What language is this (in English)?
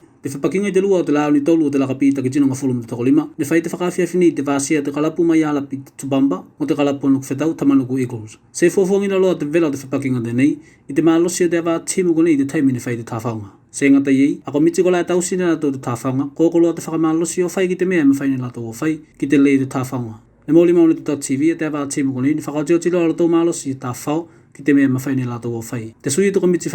Tuvalu